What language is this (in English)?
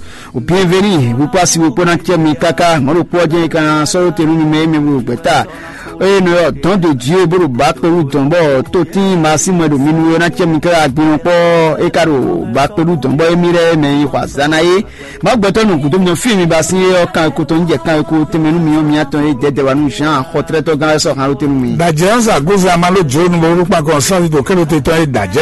Fon